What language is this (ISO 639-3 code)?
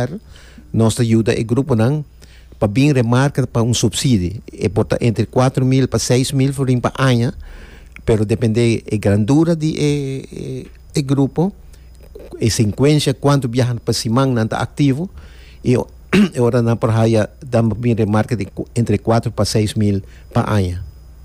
pap